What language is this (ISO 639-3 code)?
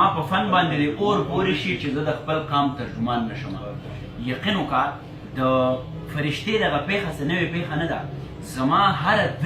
pus